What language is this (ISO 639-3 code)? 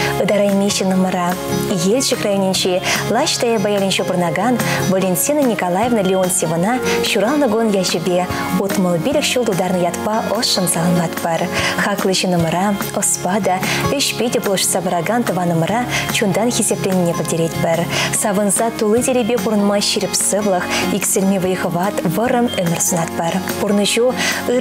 chv